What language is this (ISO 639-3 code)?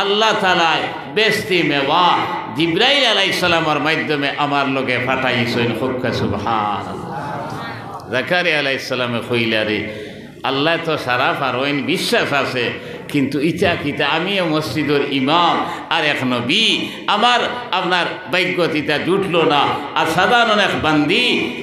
syl